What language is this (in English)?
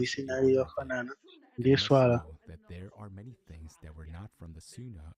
Nyanja